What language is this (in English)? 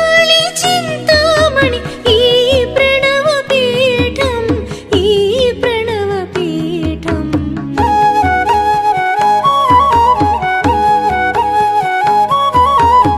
Telugu